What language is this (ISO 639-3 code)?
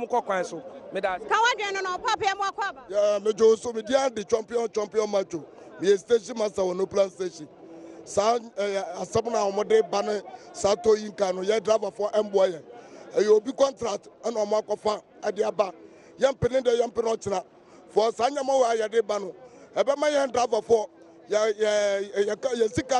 aka